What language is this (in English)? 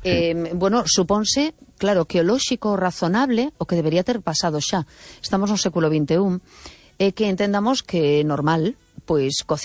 Galician